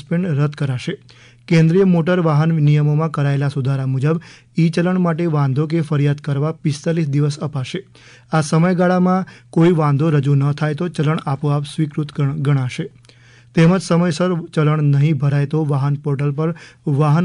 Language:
Gujarati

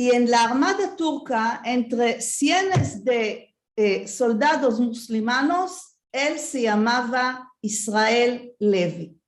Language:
Ladino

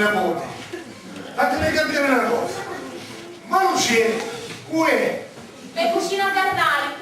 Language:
Sicilian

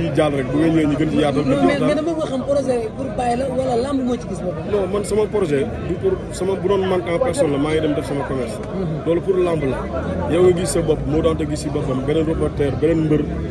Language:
Wolof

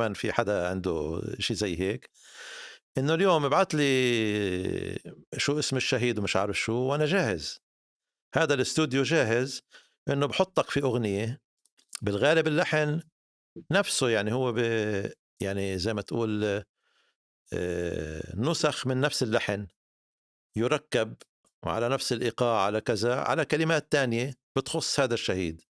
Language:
North Levantine Arabic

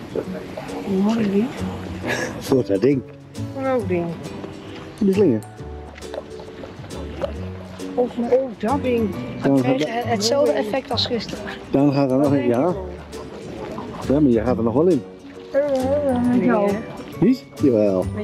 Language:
Dutch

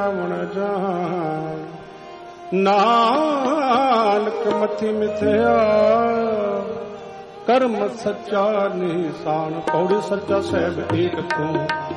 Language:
Punjabi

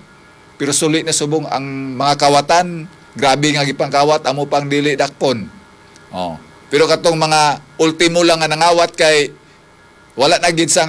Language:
Hiligaynon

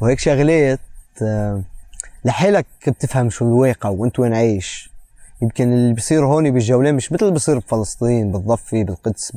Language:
North Levantine Arabic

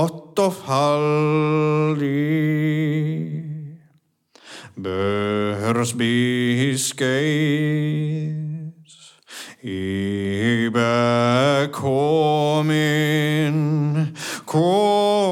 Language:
Icelandic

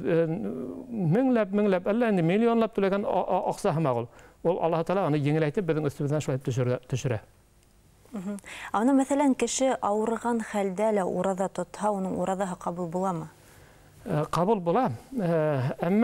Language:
Bashkir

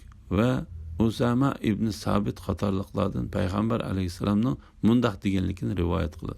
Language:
Uyghur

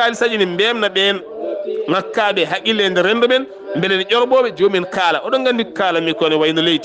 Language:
Fula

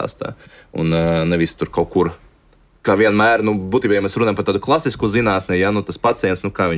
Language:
Latvian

